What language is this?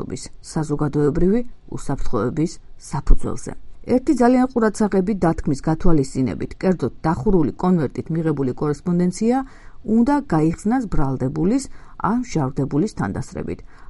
Georgian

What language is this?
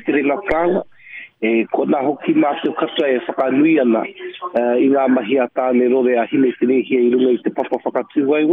Māori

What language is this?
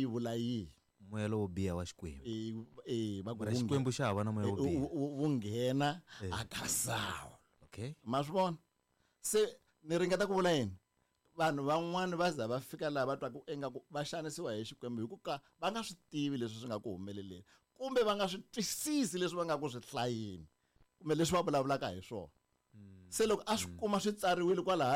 Tsonga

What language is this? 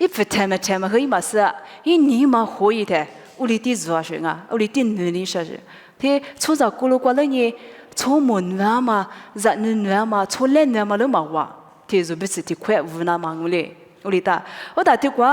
Lisu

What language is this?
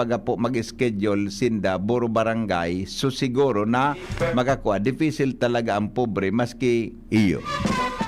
Bikol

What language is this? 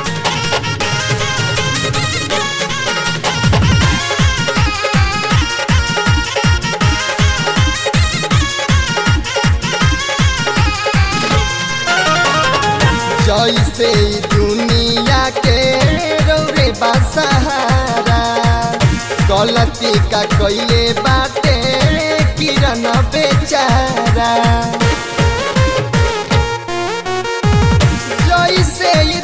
Bhojpuri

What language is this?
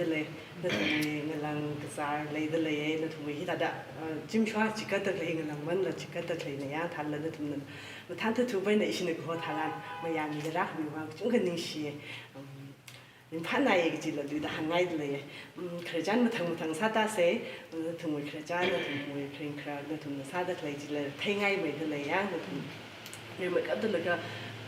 Tangkhul Naga (India)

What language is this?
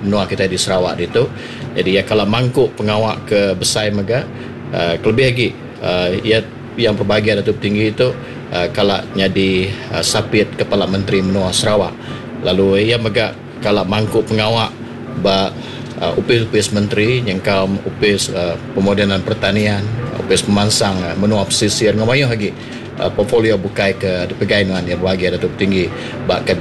Iban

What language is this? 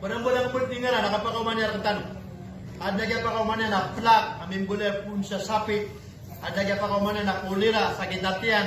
Maranao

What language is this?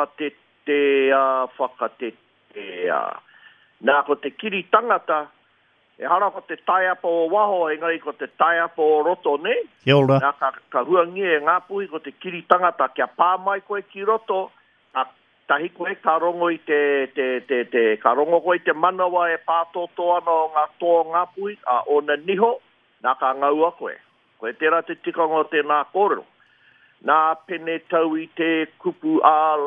Māori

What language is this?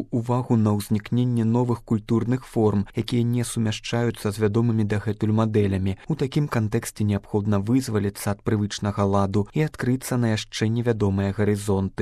Belarusian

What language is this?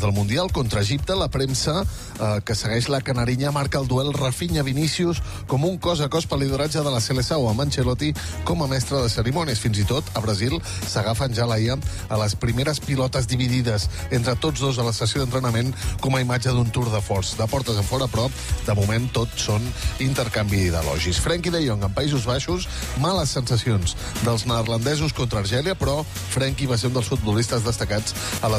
Catalan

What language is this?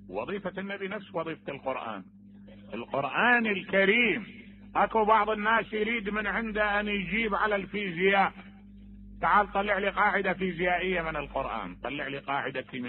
Mesopotamian Arabic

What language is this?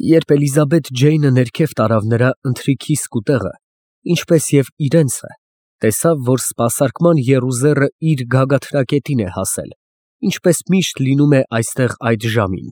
Armenian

